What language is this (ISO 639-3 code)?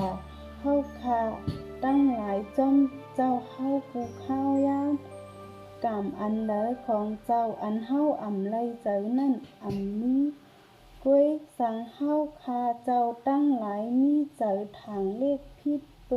shn